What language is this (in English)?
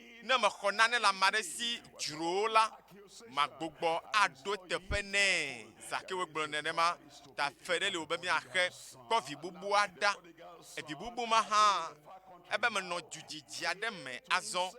Ewe